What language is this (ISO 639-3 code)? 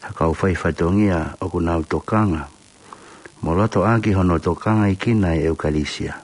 ton